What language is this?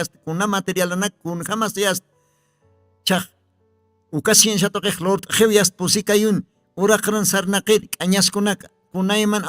Aymara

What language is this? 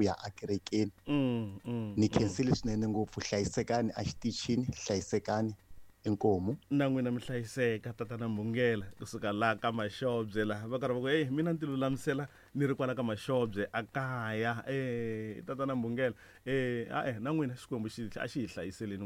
Tsonga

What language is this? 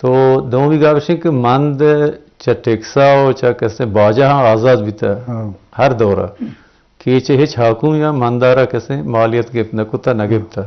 Eastern Balochi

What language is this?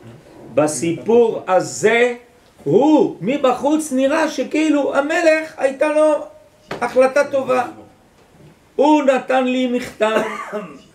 Hebrew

